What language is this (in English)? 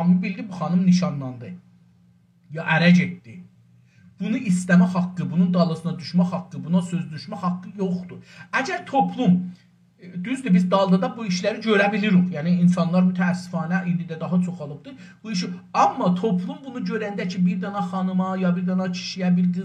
South Azerbaijani